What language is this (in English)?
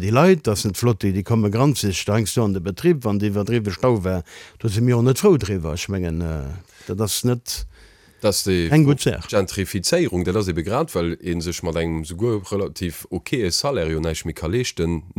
Luxembourgish